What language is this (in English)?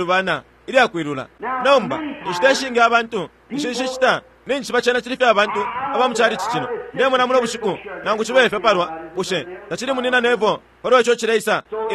Bemba